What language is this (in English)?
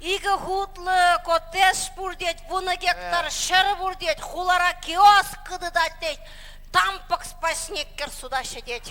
Chuvash